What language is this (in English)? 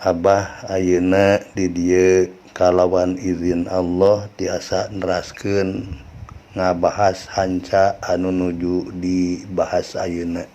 Sundanese